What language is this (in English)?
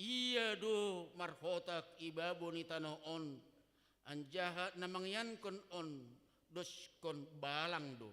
Batak Simalungun